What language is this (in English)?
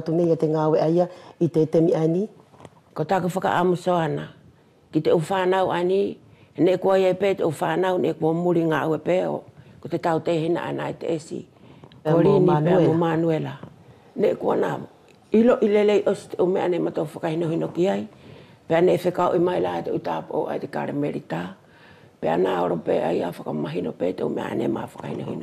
Wallisian